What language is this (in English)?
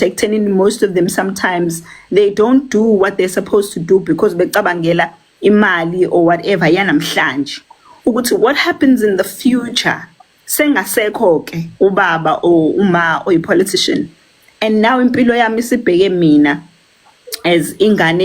Zulu